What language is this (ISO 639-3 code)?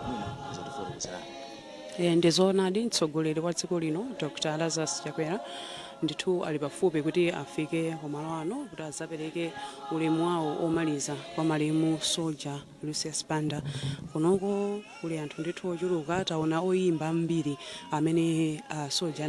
nya